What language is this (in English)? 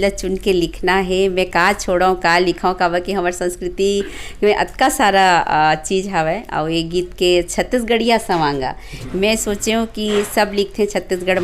Chhattisgarhi